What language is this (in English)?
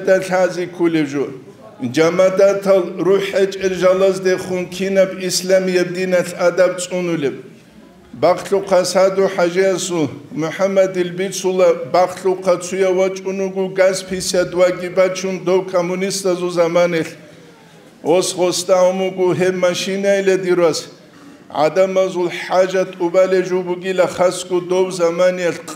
Avaric